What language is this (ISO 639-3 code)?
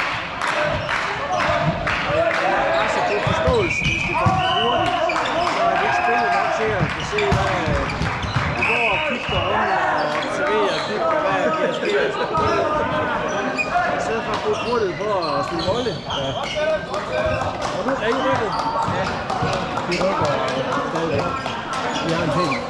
dan